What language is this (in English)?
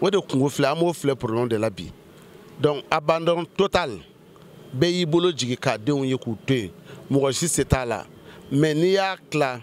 Bambara